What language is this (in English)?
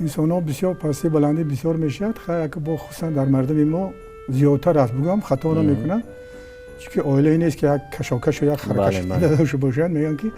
Tajik